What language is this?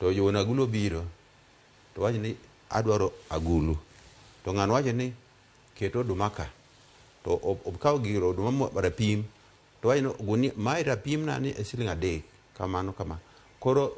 Luo (Kenya and Tanzania)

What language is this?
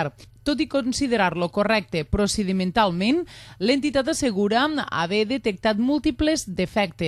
Catalan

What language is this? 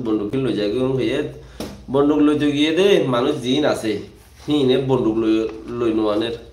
Rohingya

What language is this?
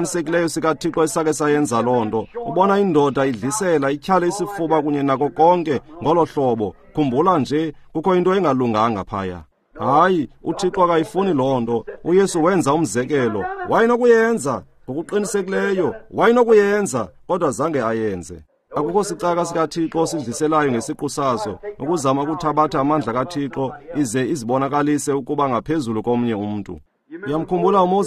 Xhosa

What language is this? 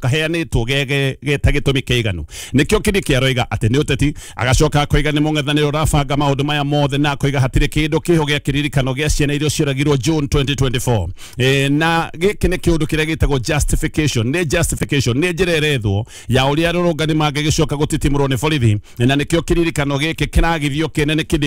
Kikuyu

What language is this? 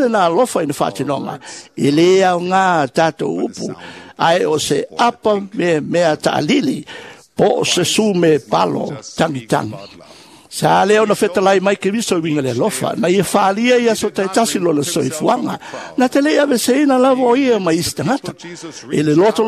Samoan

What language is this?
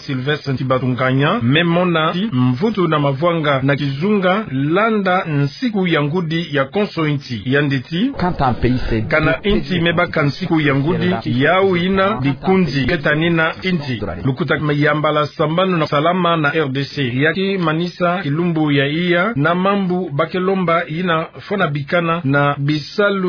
Kituba (Democratic Republic of Congo)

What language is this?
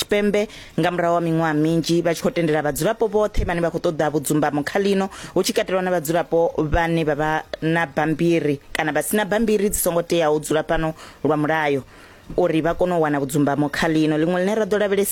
Venda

